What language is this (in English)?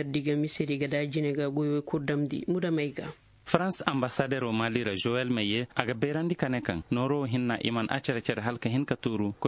Koyraboro Senni